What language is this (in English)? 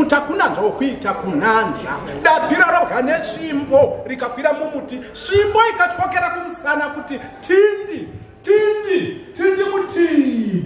Shona